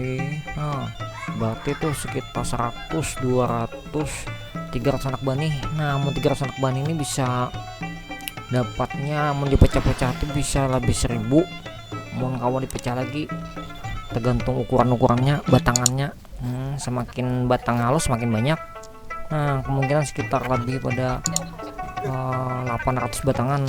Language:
Banjar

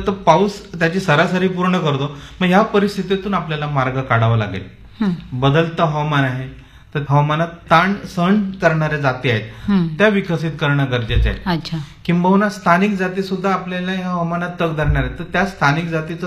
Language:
Marathi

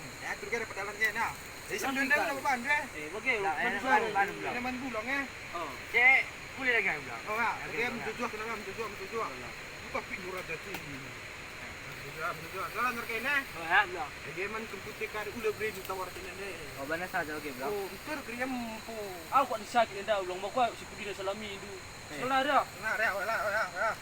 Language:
Batak Karo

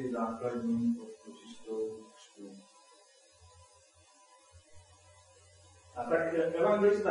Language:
Czech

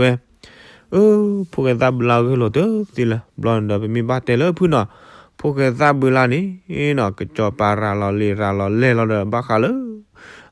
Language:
S'gaw Karen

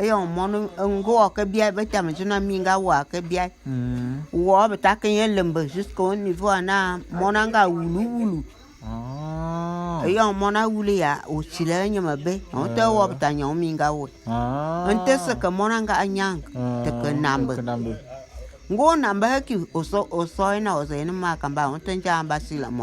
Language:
Bulu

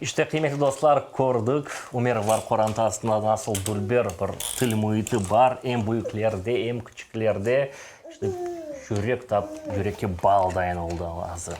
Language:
Crimean Tatar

